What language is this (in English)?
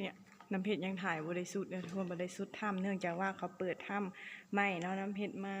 Lao